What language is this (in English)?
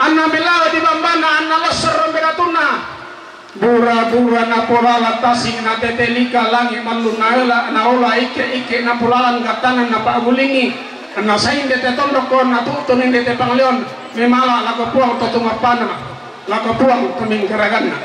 Toraja-Sa'dan